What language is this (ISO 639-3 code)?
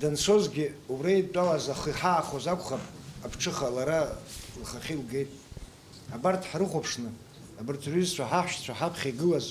abk